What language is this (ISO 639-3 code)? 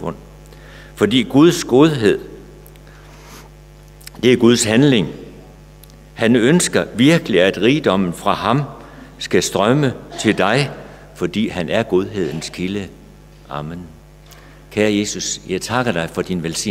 dan